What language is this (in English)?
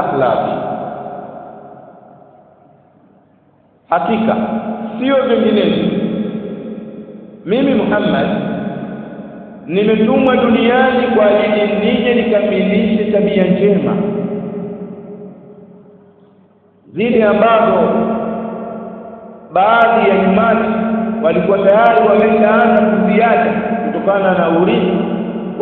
Swahili